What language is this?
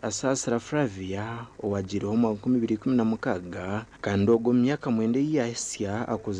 Nyankole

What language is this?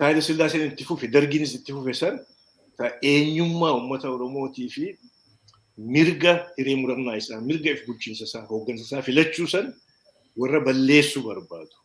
Oromo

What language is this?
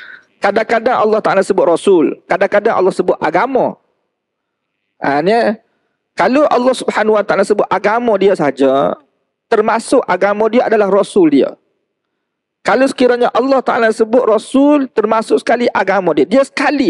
Malay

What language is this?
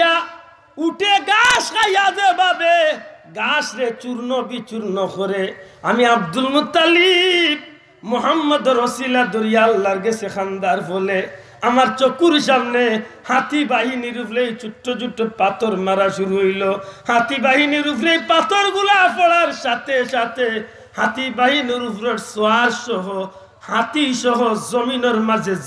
Sylheti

